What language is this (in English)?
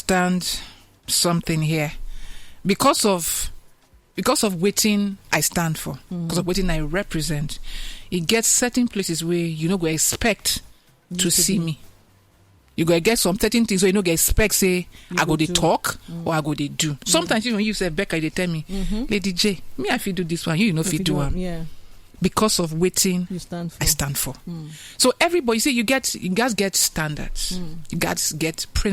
Nigerian Pidgin